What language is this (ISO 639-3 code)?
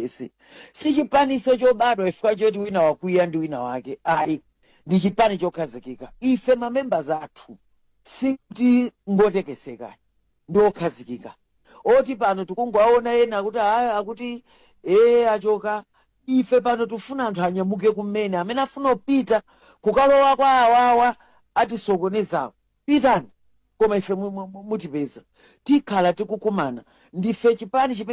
nya